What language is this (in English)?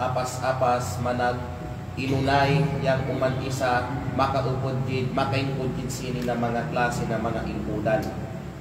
Kalagan